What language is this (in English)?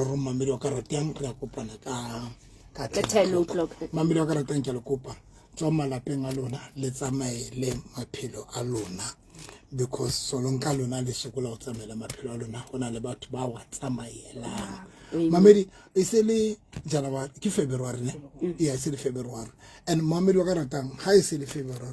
Southern Sotho